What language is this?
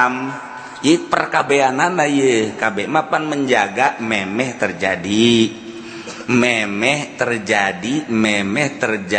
Sundanese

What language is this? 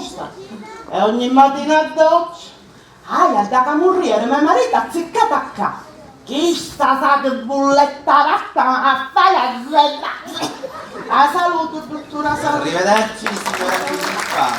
Sicilian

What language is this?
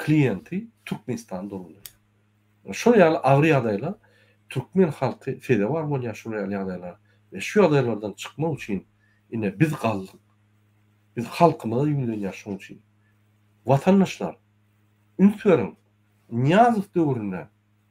Turkmen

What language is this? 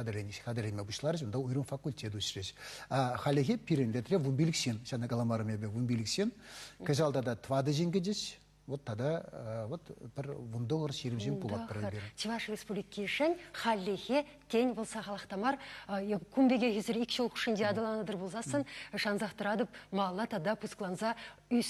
Chuvash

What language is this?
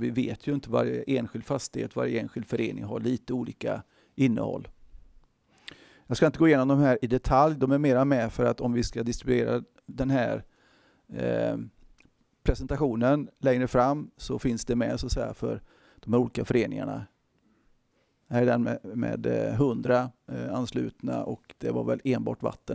Swedish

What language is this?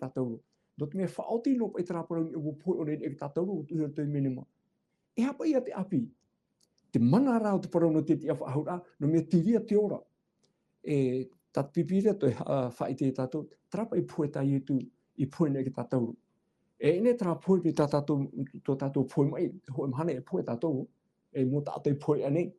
Tahitian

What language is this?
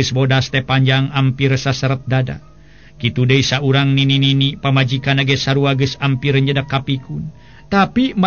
Sundanese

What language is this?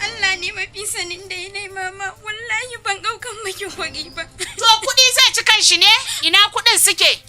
Hausa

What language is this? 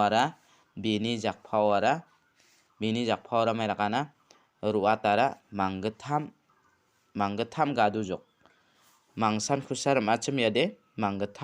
Garo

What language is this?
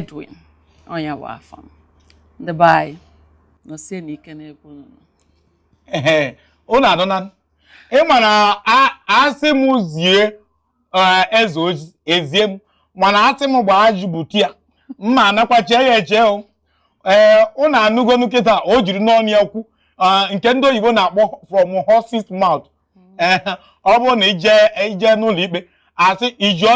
Igbo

